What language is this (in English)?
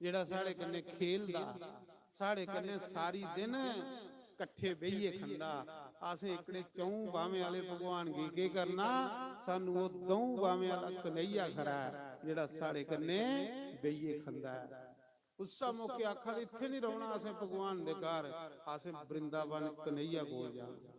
Dogri